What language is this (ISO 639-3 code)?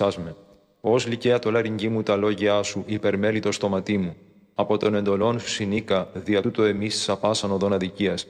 ell